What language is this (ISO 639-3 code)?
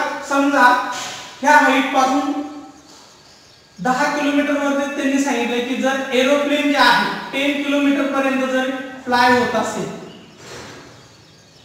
mar